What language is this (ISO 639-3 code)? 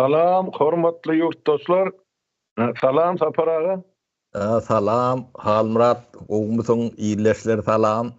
tuk